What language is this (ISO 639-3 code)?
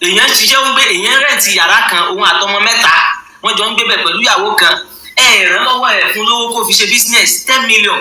yor